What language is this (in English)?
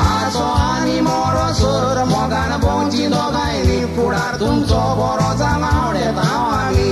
Konkani